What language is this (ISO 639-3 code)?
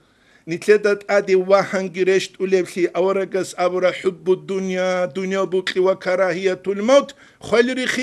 ava